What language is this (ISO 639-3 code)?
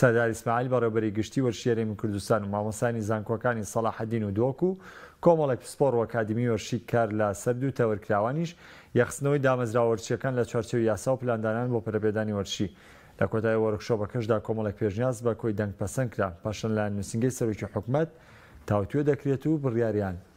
ckb